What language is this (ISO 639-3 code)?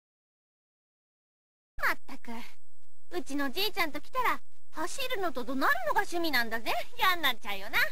jpn